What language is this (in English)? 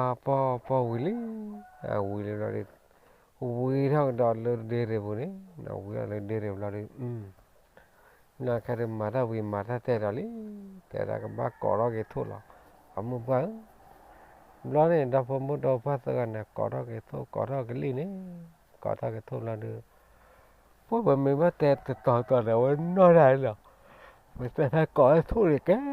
S'gaw Karen